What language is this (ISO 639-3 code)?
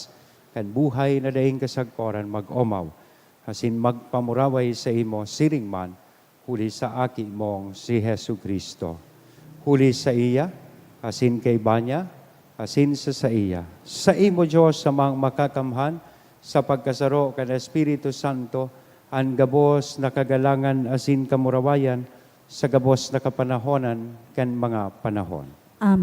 bik